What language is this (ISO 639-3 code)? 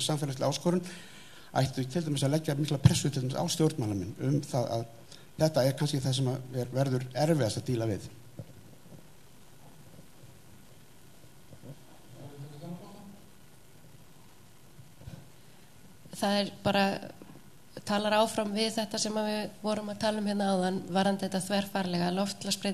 isl